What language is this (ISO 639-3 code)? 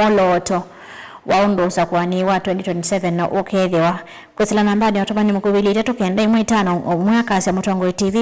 kam